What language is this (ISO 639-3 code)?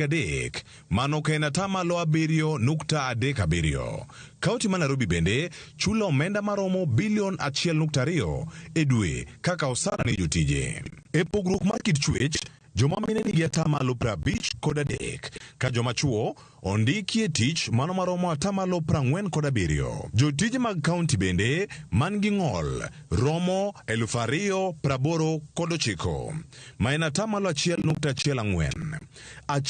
luo